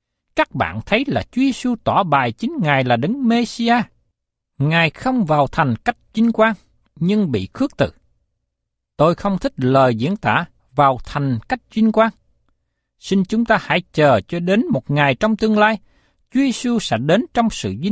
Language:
Vietnamese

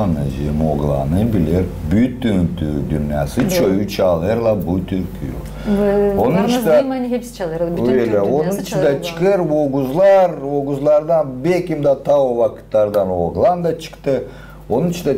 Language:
Gagauz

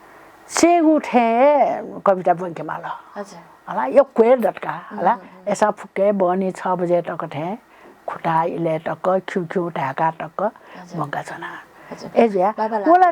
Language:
Newari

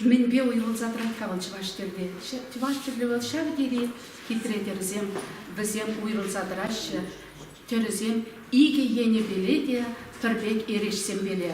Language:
Chuvash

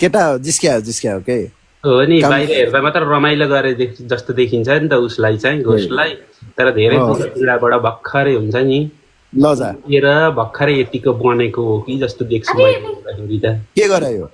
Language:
Nepali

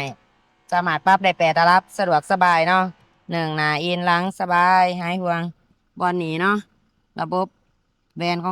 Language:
Lao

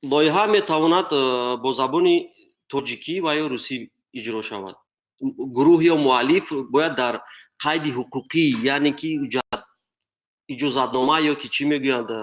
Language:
Tajik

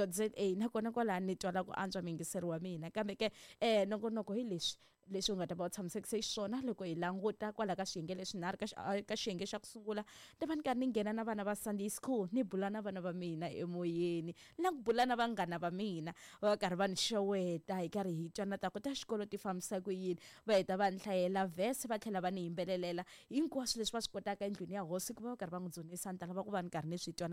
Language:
Tsonga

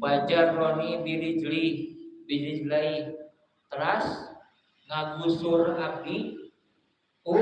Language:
Sundanese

